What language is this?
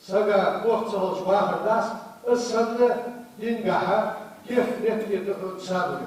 Ingush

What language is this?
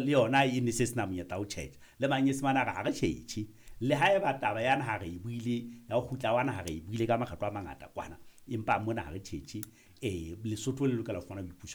Southern Sotho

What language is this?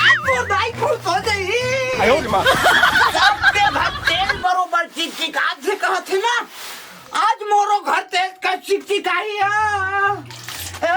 Chhattisgarhi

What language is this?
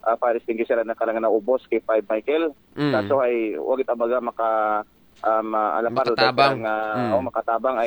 Aklanon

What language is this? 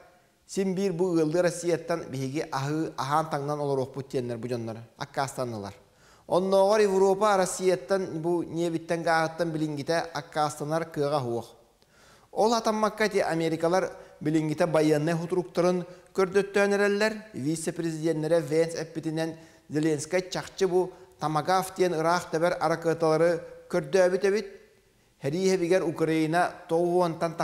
Yakut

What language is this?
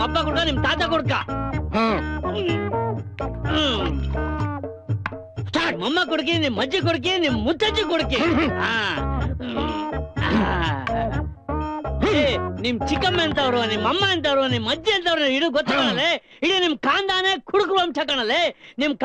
Kannada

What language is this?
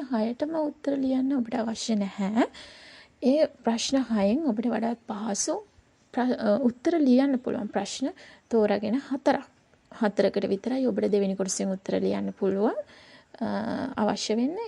Sinhala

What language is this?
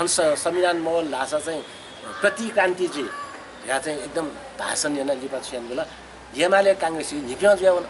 Newari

